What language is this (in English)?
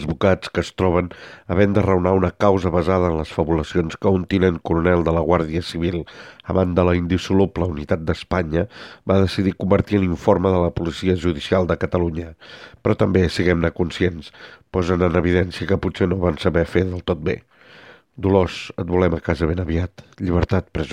Catalan